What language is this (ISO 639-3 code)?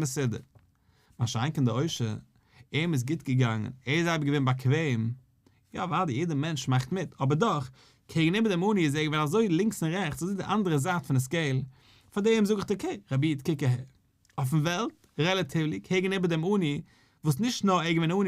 yid